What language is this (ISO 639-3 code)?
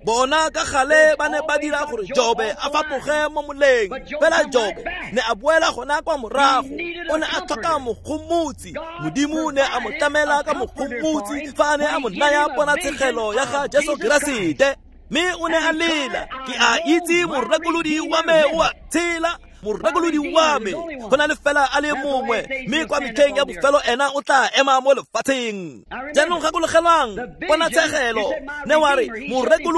tsn